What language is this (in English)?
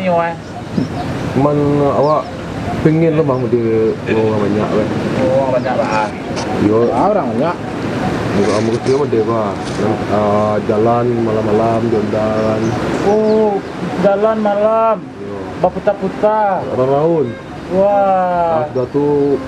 Minangkabau